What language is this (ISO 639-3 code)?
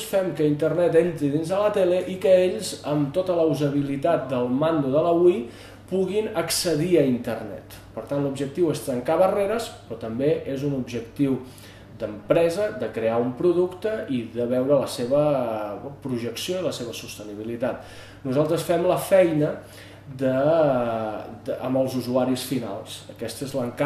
cat